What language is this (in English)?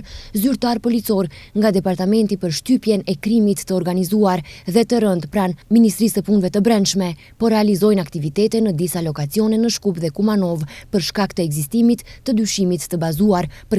Albanian